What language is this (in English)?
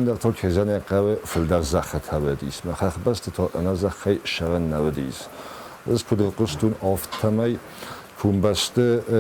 Ossetic